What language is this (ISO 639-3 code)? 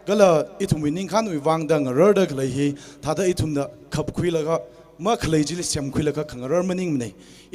nmf